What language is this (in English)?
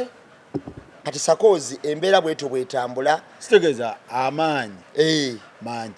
Ganda